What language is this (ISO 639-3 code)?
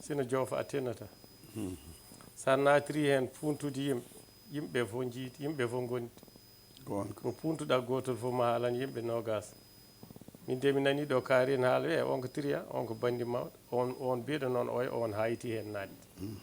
ful